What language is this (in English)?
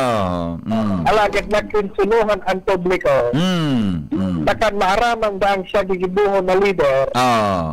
Bikol